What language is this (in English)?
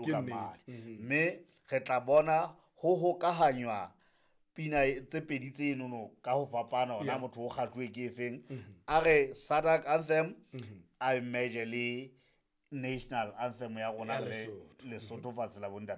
Southern Sotho